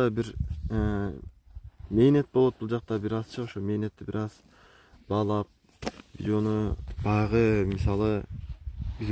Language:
Kyrgyz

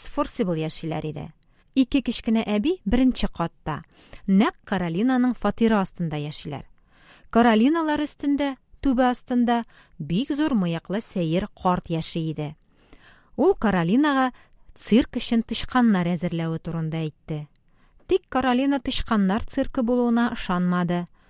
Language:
Tatar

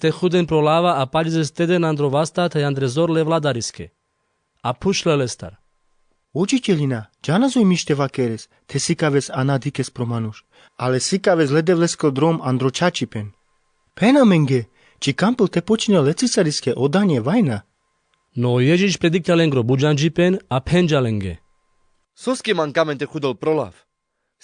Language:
Carpathian Romani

